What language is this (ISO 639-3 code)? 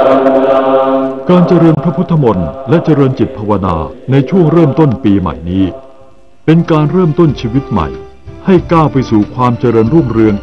tha